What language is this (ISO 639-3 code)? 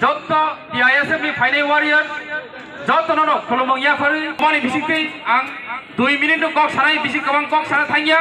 trp